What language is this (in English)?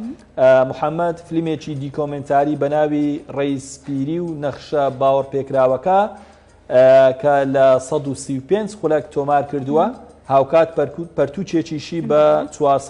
Central Kurdish